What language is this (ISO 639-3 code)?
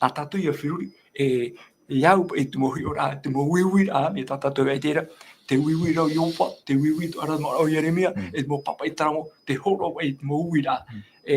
tah